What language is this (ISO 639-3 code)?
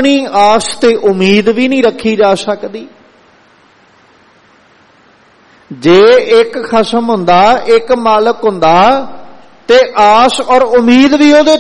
pan